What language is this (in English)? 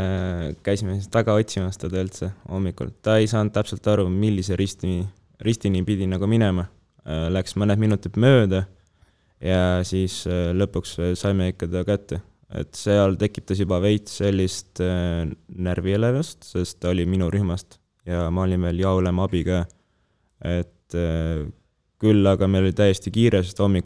Estonian